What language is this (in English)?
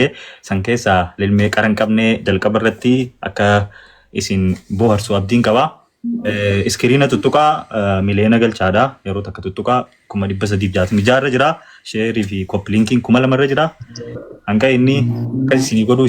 Oromo